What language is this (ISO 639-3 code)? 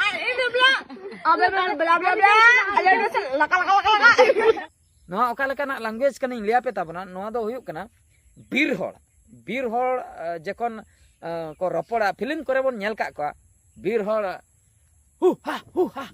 sat